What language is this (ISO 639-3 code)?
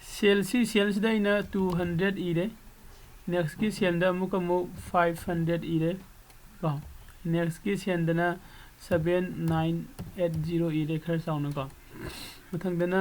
mni